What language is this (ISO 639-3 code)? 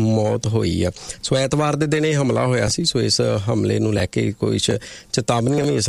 pan